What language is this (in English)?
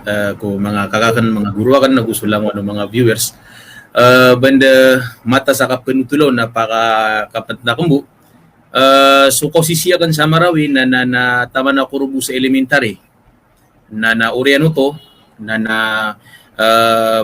Maranao